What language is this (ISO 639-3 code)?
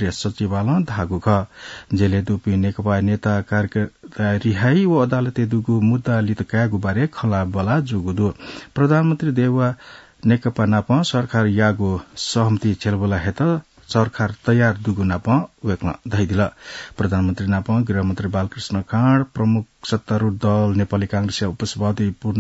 new